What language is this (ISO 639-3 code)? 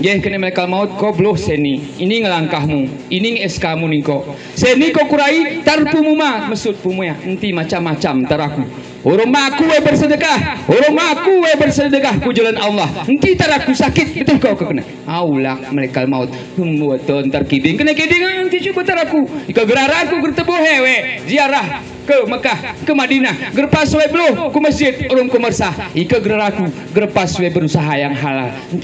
gay